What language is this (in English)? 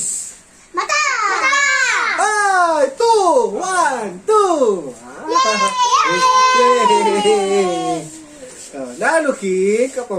Pampanga